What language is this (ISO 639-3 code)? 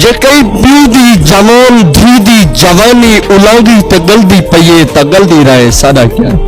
skr